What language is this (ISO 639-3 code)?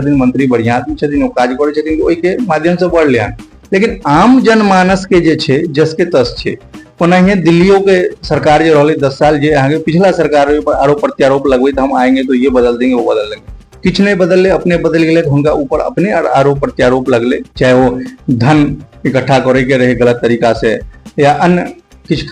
mai